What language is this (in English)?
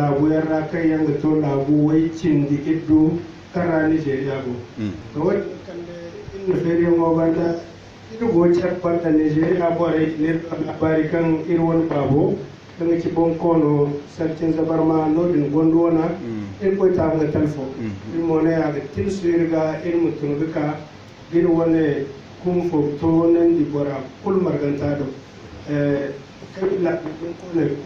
Zarma